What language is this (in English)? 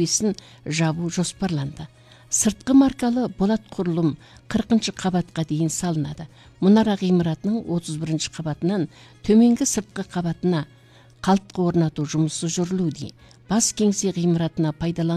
Kazakh